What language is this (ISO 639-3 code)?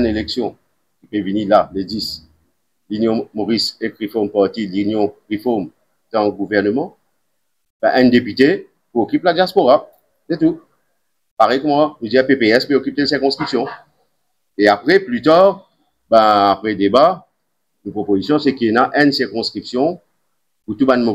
mfe